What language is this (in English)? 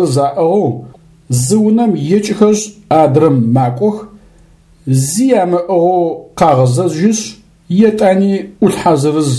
Adyghe